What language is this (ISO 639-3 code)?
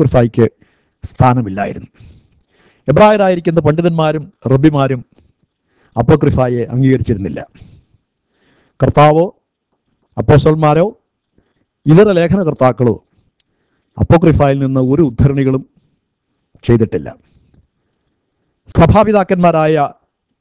mal